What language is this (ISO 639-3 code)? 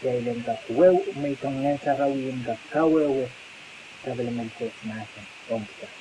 pon